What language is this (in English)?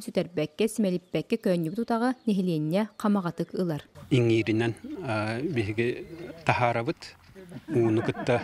Yakut